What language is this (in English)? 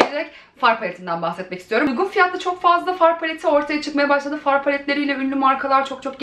Turkish